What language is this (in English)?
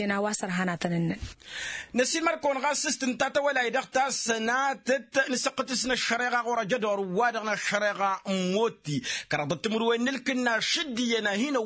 Tamasheq